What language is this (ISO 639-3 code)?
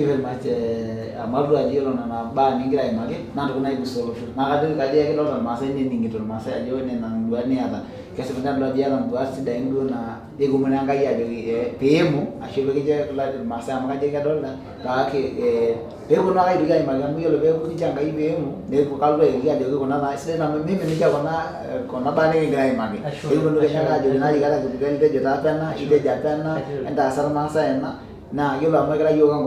mas